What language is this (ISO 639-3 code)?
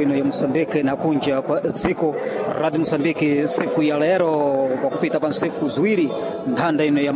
seh